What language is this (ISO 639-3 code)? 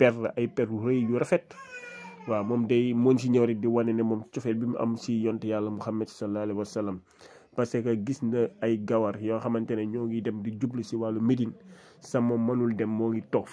wol